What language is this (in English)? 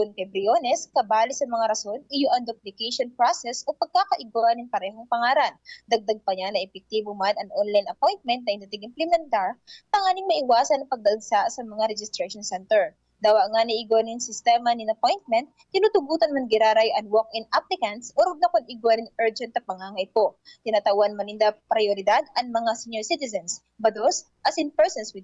Bikol